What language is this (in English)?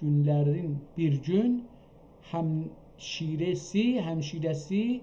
South Azerbaijani